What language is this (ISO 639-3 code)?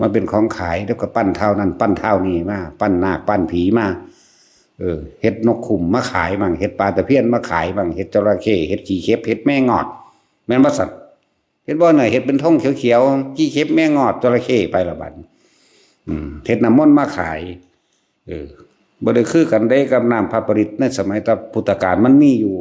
tts